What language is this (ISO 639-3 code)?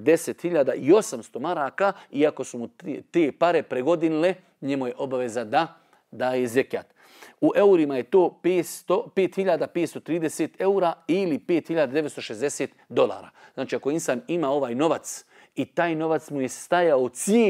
bos